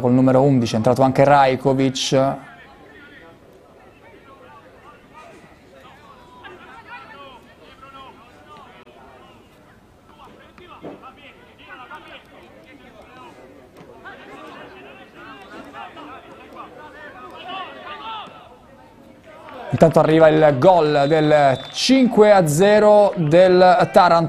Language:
Italian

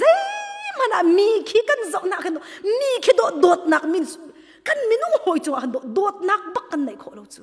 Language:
Hakha Chin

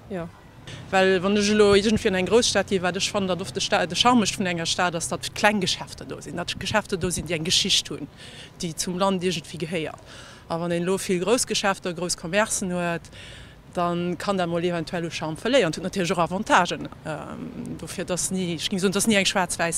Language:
Luxembourgish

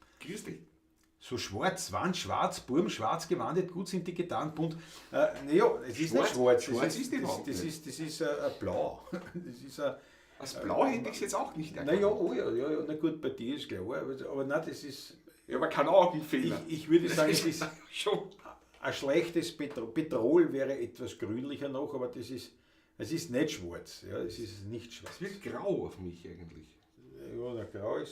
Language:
Bavarian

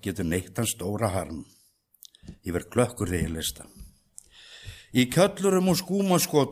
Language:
Icelandic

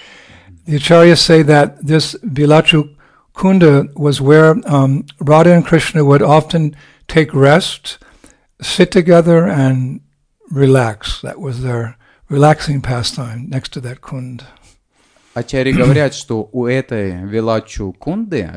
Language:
English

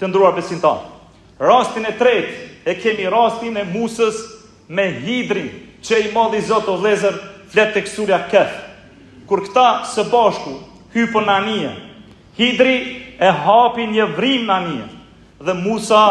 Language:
Albanian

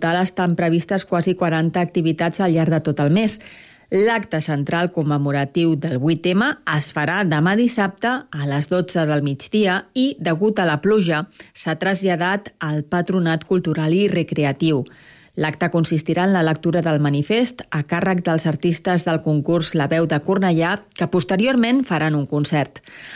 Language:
Catalan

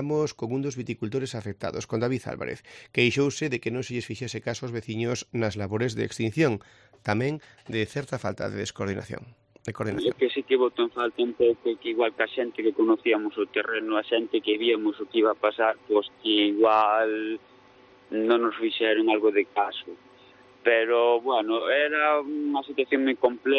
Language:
Galician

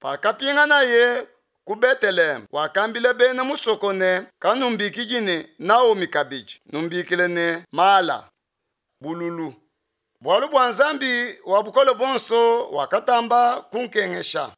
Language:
Luba-Lulua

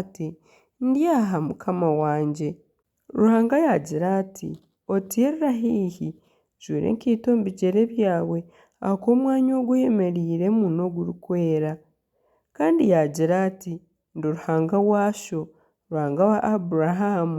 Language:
Nyankole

